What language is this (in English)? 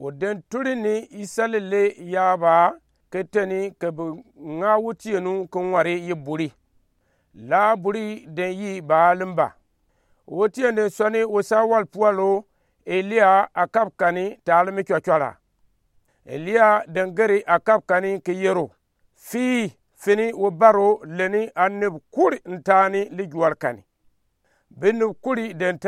Gourmanchéma